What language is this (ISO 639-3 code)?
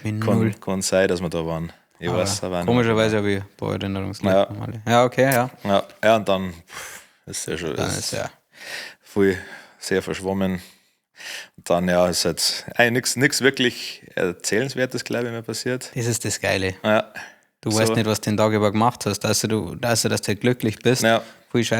bar